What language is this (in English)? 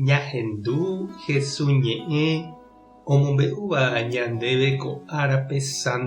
Guarani